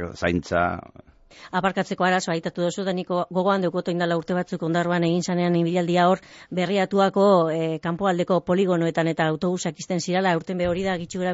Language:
Basque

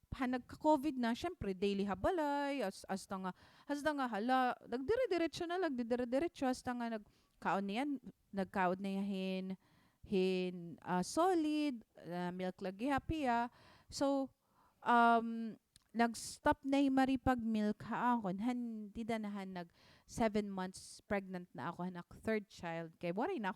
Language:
Waray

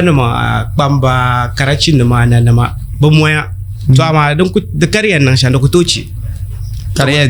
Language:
Dagbani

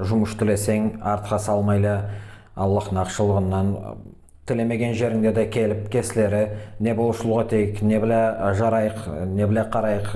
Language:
Karachay-Balkar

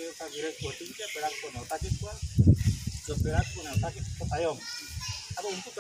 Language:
Santali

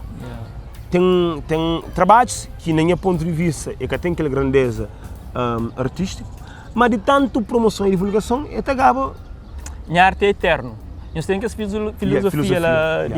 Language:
Kabuverdianu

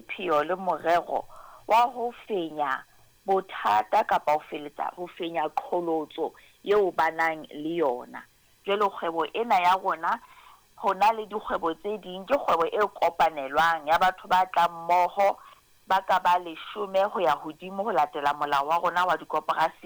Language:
Southern Sotho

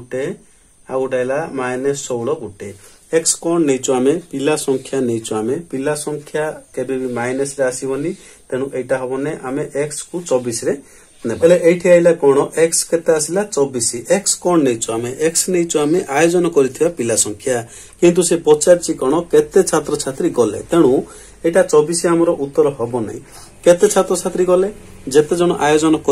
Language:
Odia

